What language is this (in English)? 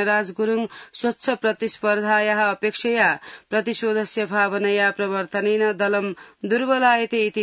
Sanskrit